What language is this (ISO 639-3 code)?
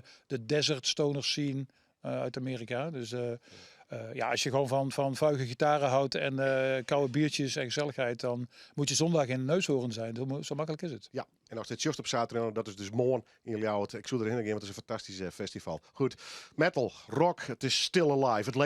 fry